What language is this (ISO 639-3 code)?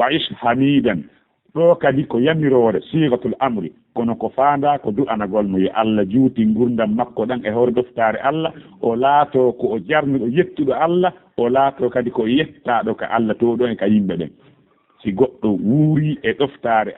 ful